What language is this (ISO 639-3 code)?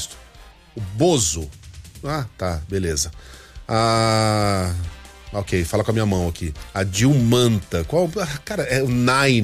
por